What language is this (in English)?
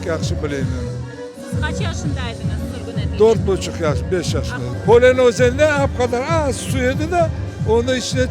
Crimean Tatar